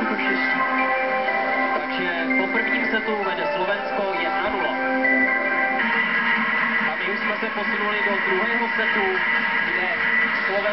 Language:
Czech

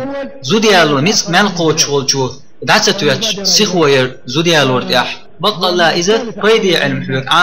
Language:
Chechen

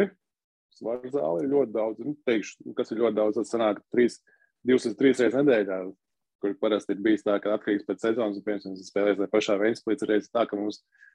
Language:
Latvian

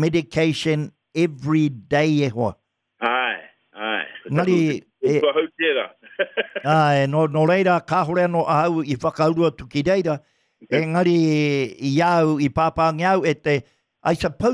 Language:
Māori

